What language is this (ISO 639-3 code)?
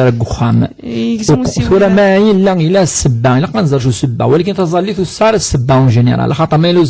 kab